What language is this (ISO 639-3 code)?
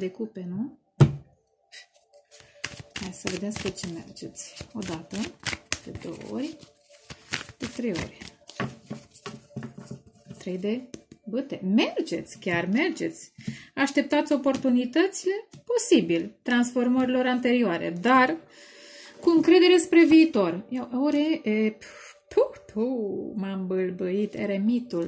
ron